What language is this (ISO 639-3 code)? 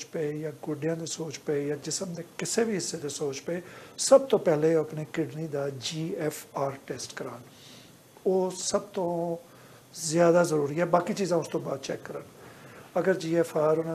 pan